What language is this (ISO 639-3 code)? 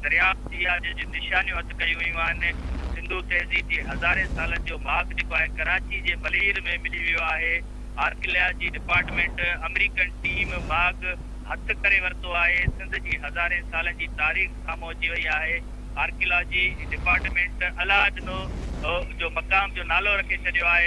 snd